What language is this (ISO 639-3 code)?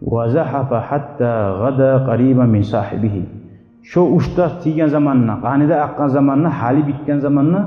kum